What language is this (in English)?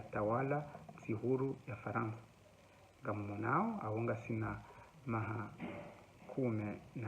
Ngazidja Comorian